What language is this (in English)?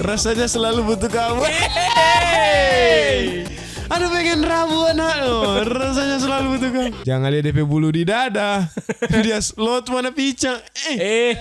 Manado Malay